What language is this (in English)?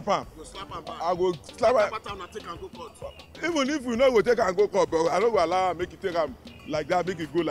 Nigerian Pidgin